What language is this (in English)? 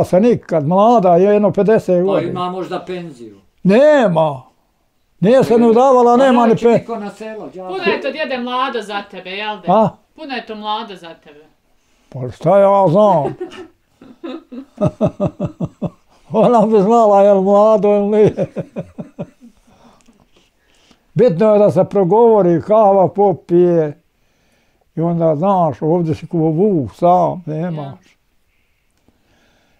Bosnian